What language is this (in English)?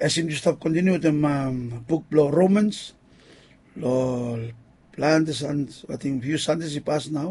Bislama